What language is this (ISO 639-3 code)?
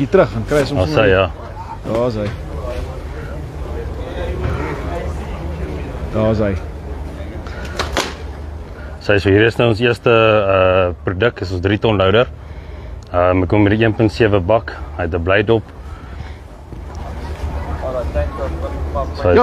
afr